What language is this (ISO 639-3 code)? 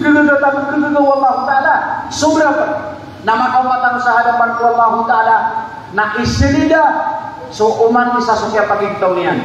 mrw